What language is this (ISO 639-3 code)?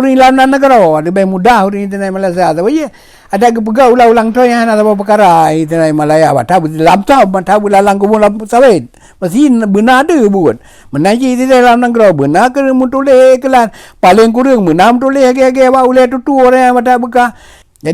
ace